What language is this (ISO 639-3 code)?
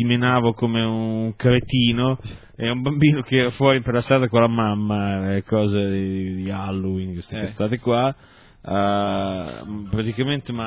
ita